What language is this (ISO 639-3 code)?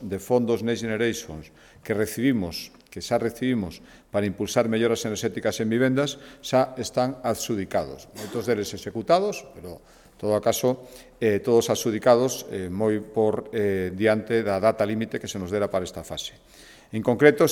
glg